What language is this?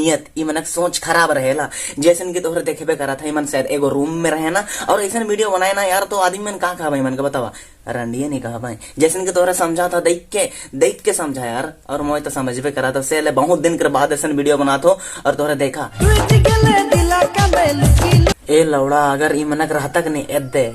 Sadri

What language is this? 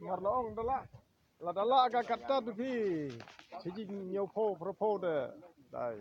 Khasi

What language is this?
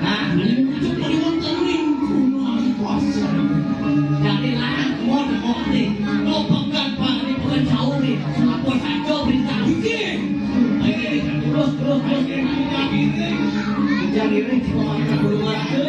Balinese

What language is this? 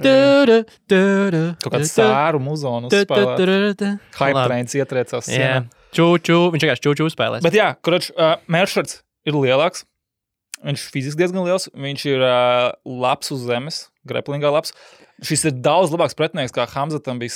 Latvian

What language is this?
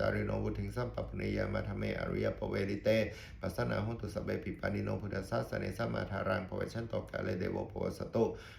Pali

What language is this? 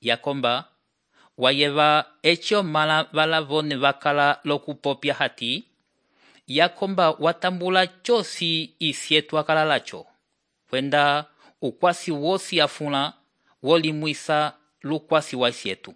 Umbundu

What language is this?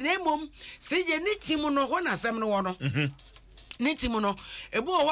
Akan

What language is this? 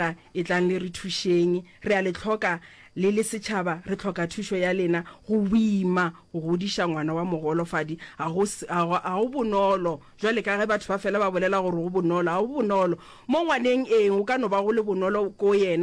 Northern Sotho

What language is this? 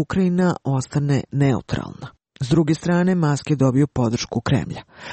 Croatian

